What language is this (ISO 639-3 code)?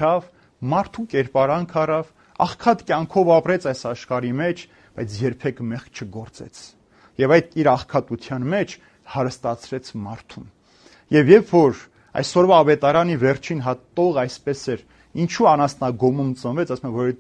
hye